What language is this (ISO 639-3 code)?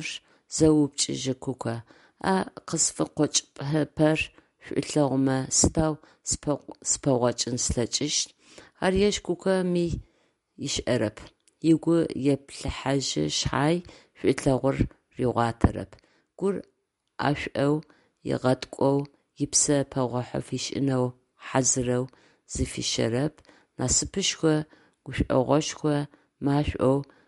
ady